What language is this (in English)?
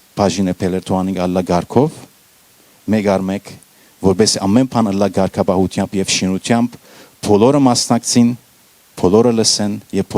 Western Armenian